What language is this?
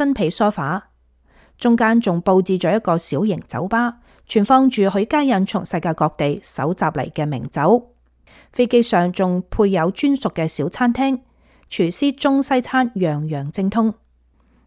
Cantonese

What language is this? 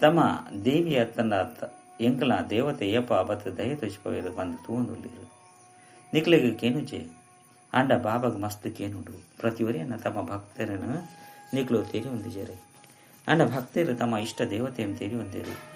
Tulu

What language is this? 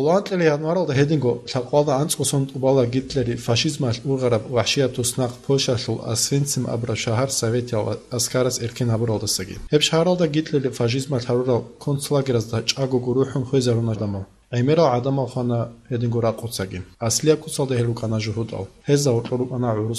Avaric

